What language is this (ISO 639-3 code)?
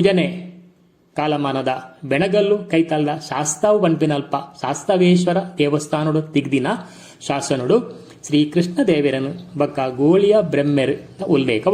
tcy